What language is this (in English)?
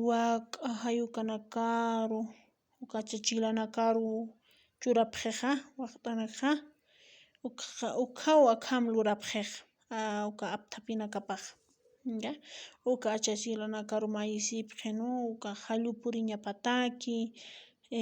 Aymara